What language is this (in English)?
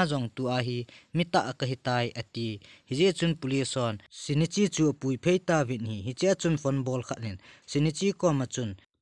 Thado Chin